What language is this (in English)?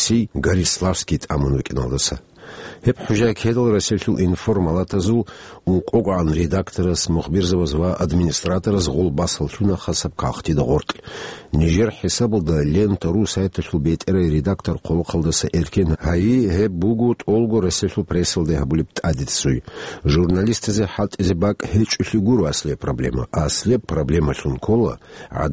Avaric